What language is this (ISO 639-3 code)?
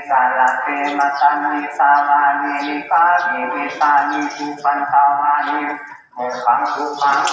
pli